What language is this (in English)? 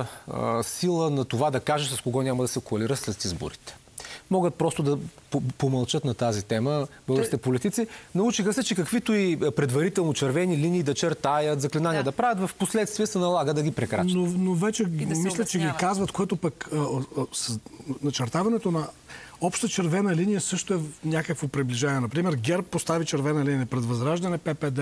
Bulgarian